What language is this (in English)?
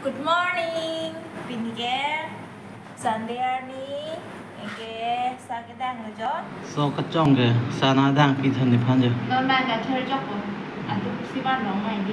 Karbi